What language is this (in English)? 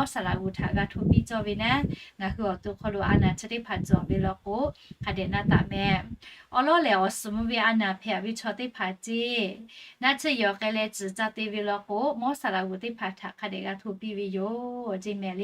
Lahu